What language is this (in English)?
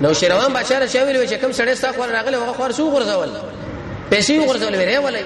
Pashto